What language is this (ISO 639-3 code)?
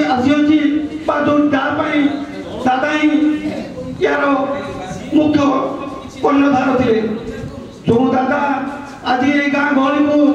ori